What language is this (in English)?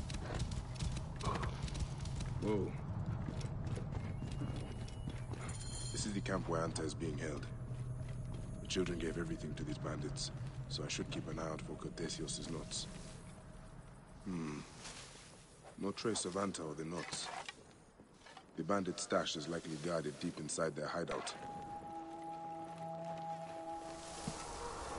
English